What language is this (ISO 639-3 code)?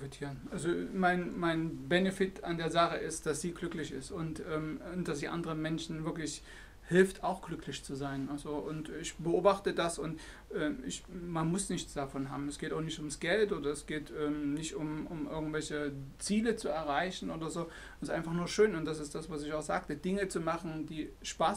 deu